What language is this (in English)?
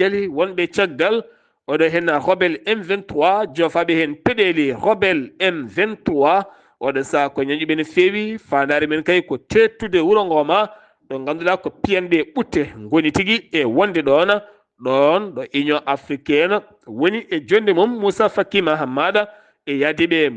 Fula